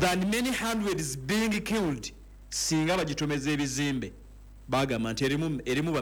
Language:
Ganda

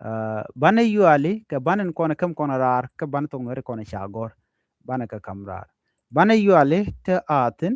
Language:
Nuer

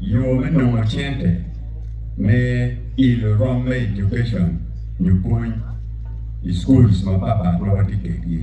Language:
Acoli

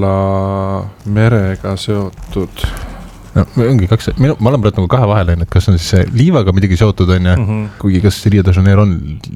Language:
Estonian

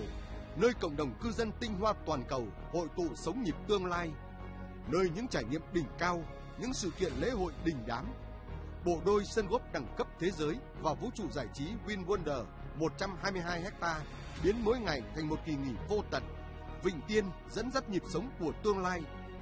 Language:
Vietnamese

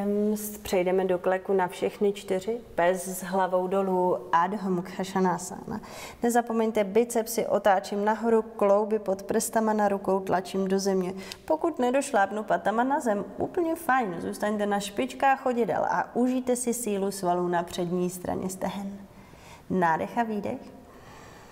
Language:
Czech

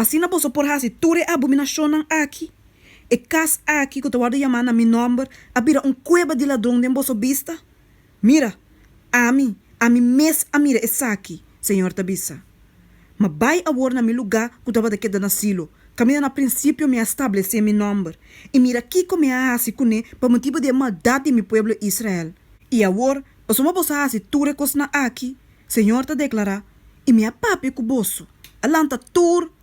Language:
Papiamento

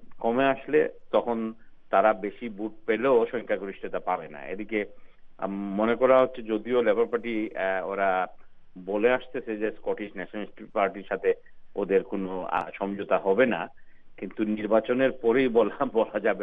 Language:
Bangla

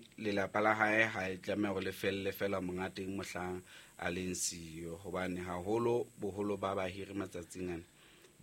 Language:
Southern Sotho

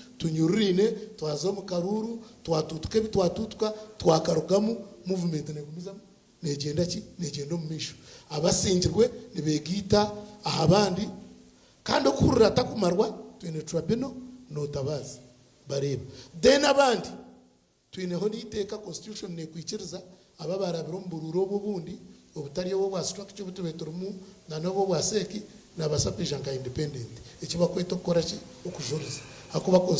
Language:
Nyankole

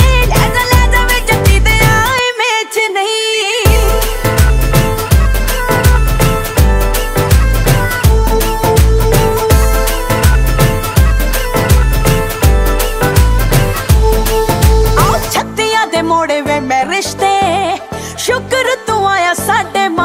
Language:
Punjabi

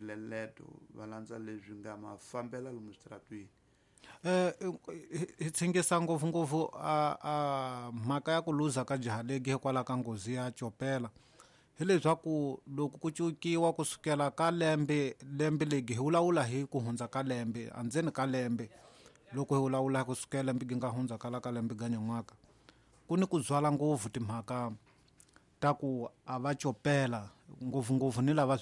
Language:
Tsonga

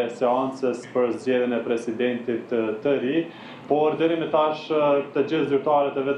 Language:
Albanian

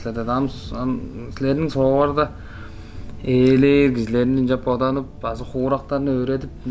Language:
Tuvinian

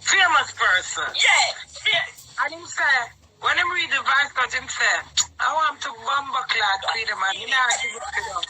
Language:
Jamaican Creole English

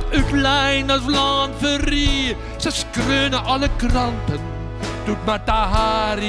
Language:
Western Frisian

